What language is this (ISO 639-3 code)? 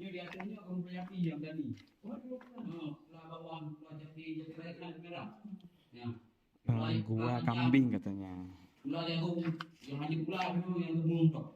ace